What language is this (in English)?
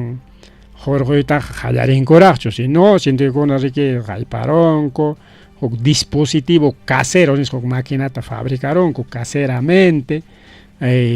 Ayacucho Quechua